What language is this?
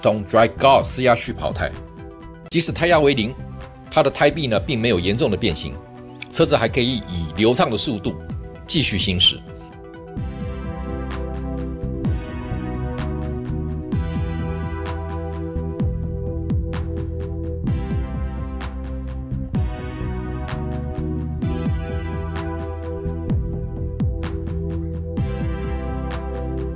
Chinese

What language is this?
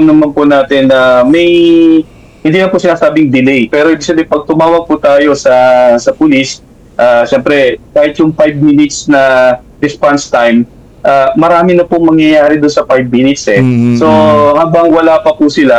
Filipino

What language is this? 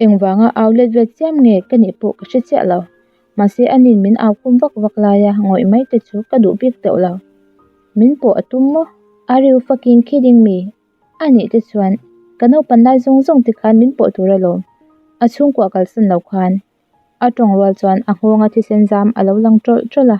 Mizo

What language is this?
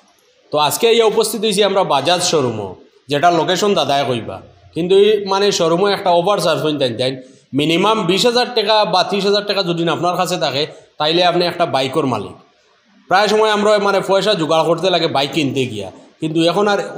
Sylheti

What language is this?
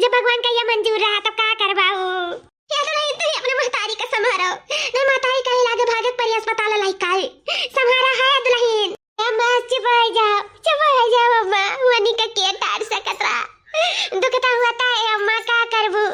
Awadhi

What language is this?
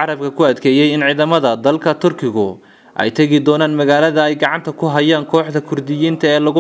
Somali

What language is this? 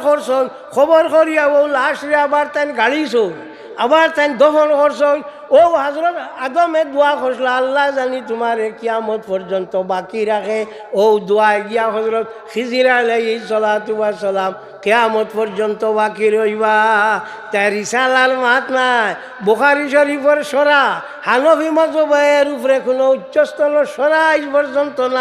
Sylheti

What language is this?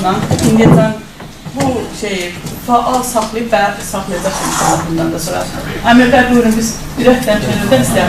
South Azerbaijani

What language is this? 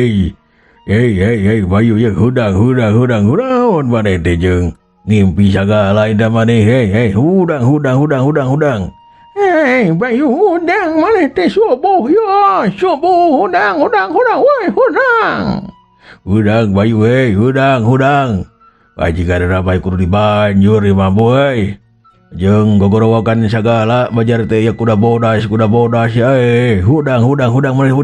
Sundanese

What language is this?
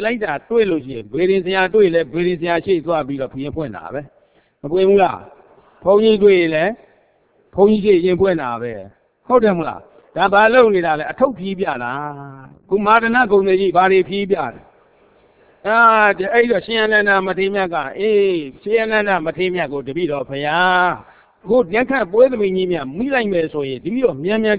Burmese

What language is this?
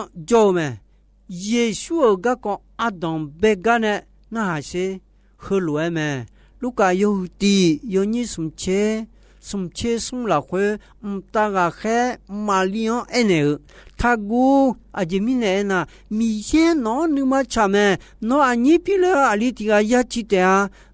Akha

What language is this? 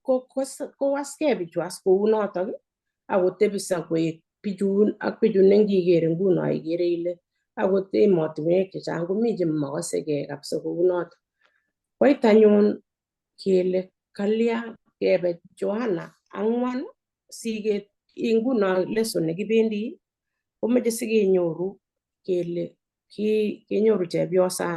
Kalenjin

